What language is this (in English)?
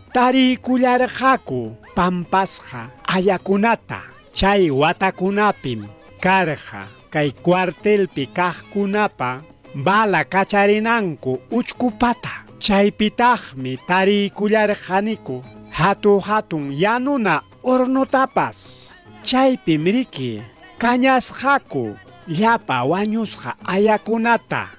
Ayacucho Quechua